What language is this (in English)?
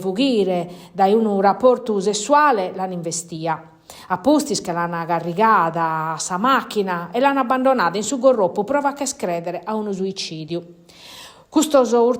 Sardinian